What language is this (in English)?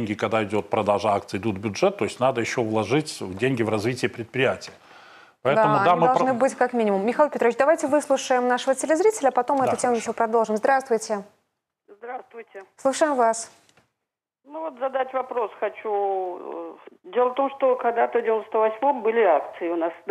Russian